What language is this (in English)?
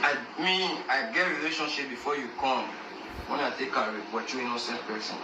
Nigerian Pidgin